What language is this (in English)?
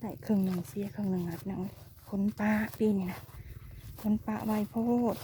Northeastern Thai